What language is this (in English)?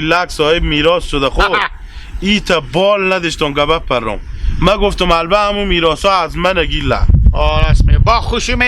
Hazaragi